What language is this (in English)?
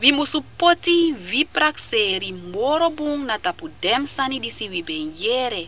Sranan Tongo